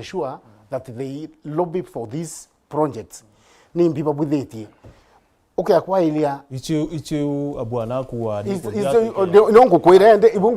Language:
Meru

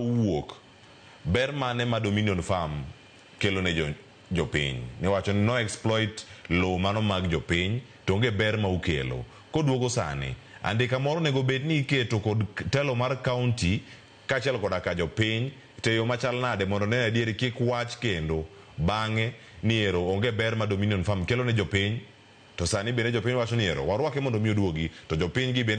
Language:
Luo (Kenya and Tanzania)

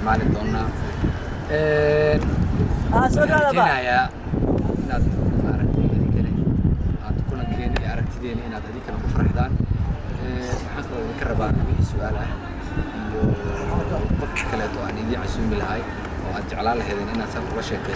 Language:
Somali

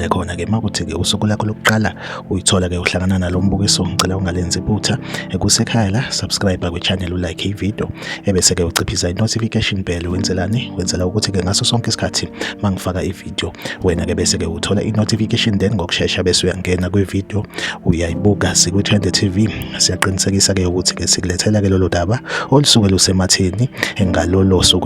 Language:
Zulu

